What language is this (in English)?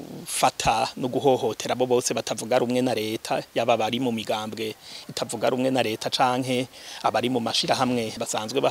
Rundi